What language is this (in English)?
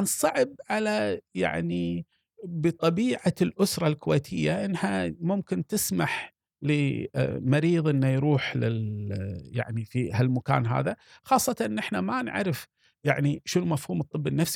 Gulf Arabic